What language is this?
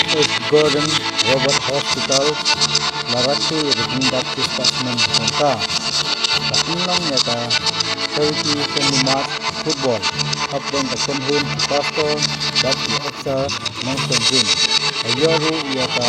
Khasi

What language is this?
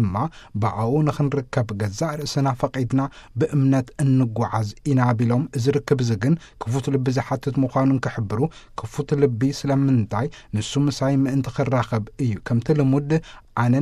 Tigrinya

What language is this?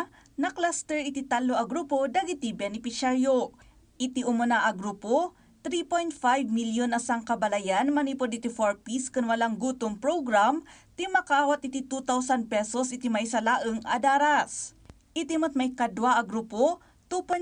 Iloko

